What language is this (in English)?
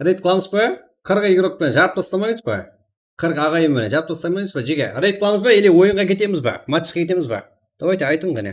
Kara-Kalpak